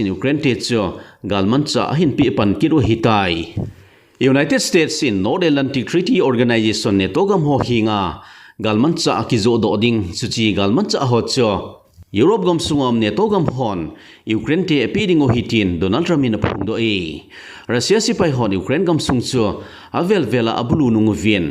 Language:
Thado Chin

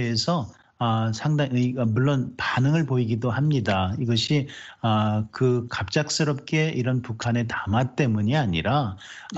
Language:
Korean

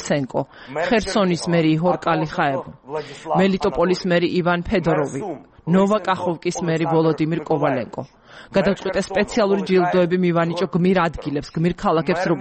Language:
Georgian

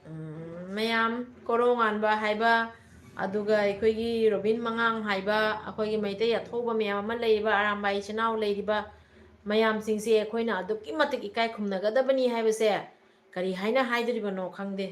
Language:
Manipuri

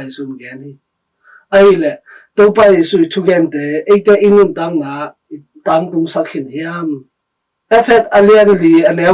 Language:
Tedim Chin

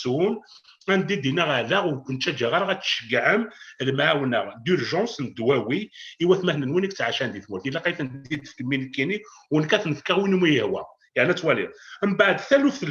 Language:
Kabyle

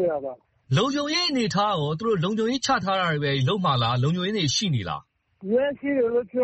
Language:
Burmese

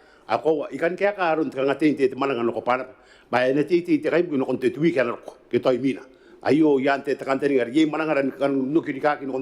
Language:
Gilbertese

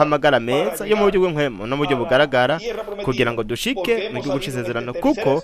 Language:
Rundi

